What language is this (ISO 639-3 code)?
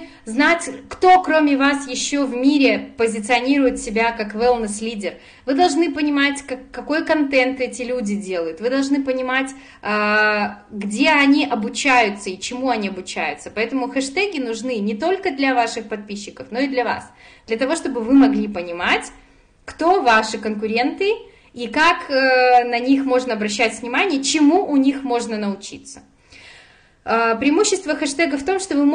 rus